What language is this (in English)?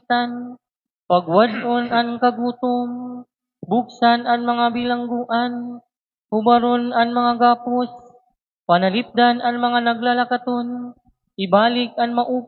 Waray